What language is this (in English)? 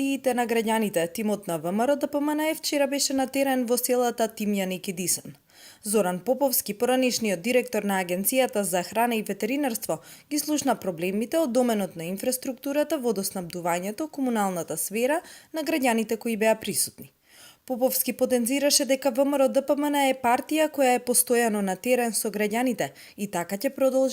Macedonian